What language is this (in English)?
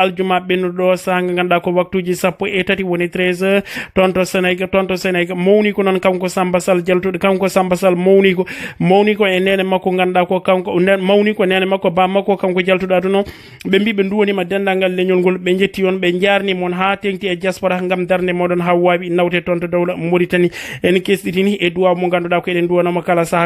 Fula